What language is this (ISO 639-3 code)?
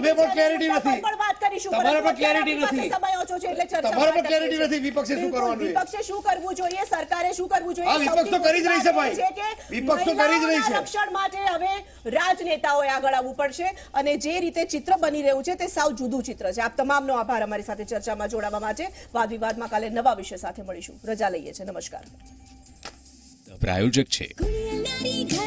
guj